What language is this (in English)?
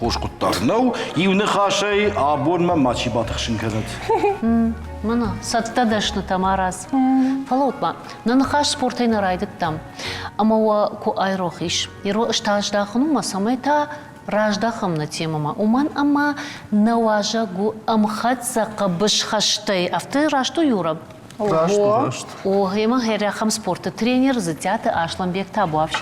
Ossetic